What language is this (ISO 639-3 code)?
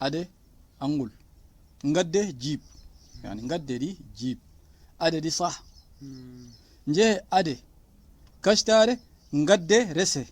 ful